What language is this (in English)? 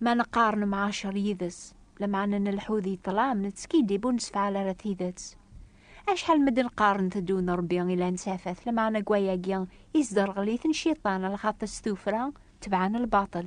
Kabyle